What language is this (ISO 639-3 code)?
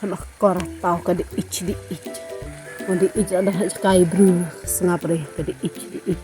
kha